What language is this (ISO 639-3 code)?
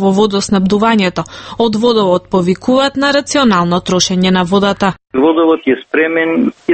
mkd